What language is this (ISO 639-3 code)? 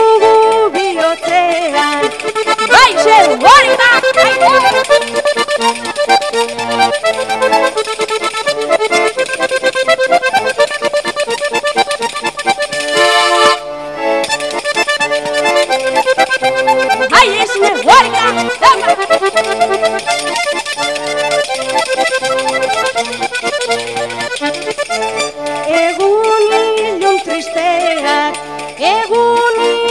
eus